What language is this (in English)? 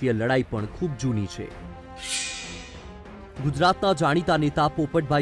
Gujarati